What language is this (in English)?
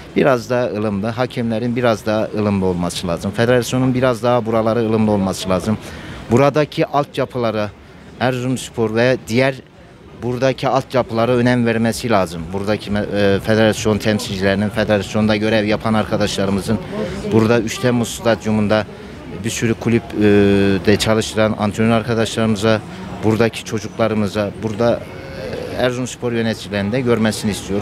Turkish